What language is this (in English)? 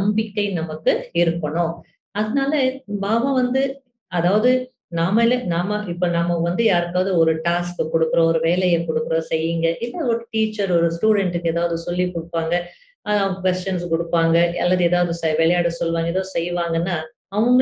Tamil